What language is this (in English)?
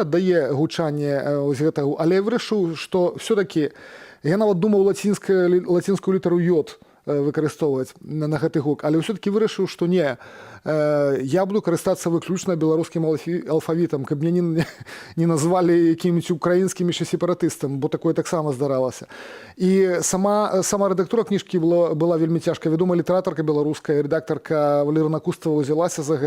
Belarusian